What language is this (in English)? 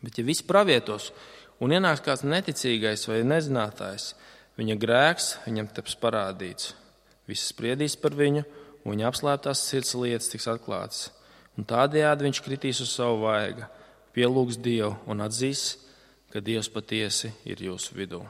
Latvian